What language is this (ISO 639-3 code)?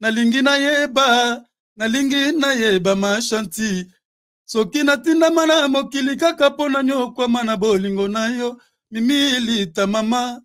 lin